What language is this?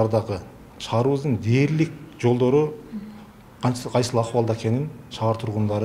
Kyrgyz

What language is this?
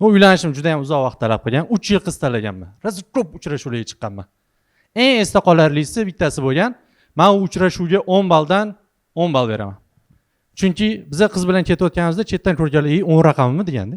Uzbek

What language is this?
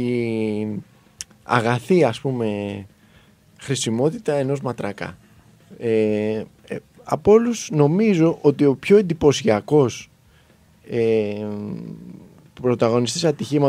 Greek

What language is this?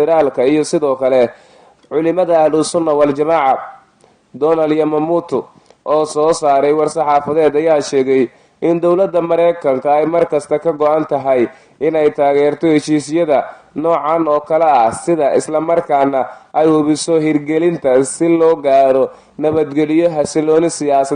Somali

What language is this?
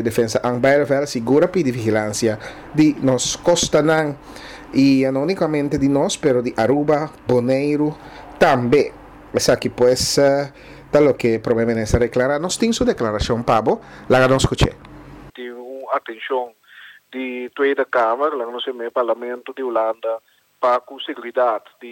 Papiamento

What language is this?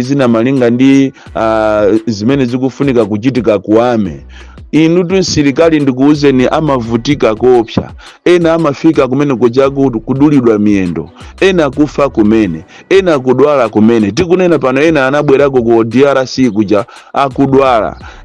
Nyanja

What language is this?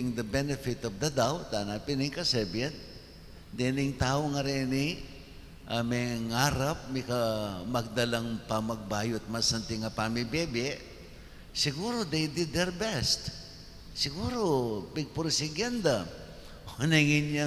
Pampanga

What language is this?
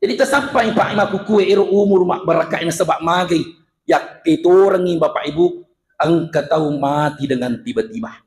Buginese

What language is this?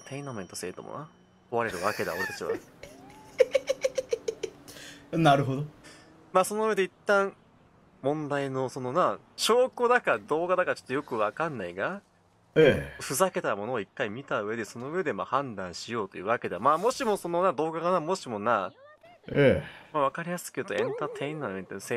Japanese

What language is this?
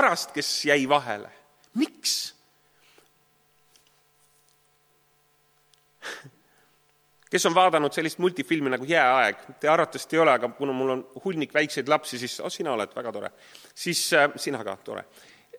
Estonian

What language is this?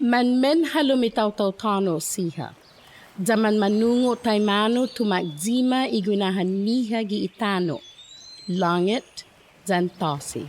Chamorro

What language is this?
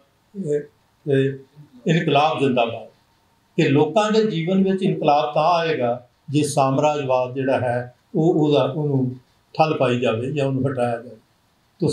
Punjabi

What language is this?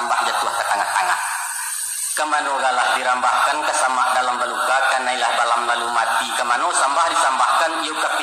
Minangkabau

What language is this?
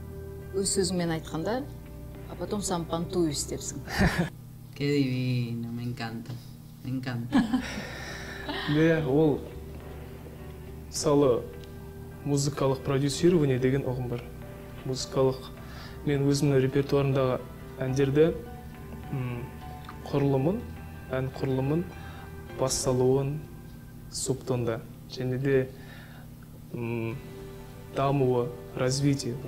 Kazakh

